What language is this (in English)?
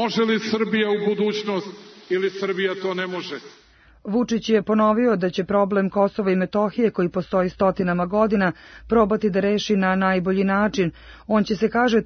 Serbian